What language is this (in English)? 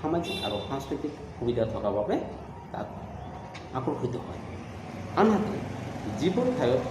Assamese